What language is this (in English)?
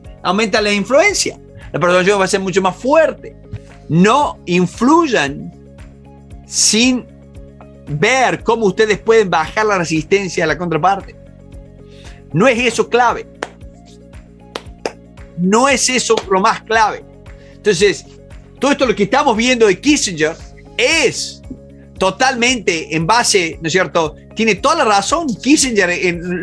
Spanish